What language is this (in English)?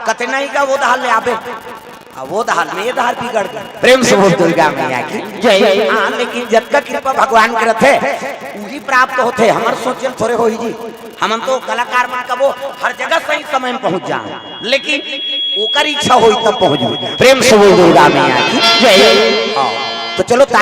Chhattisgarhi